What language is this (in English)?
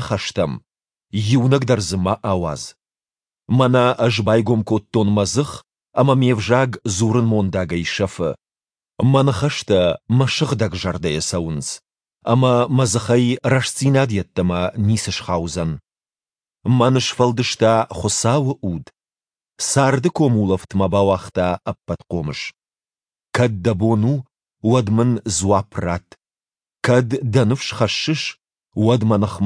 Ossetic